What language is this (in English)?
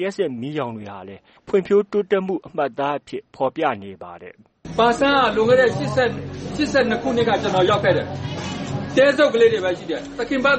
Burmese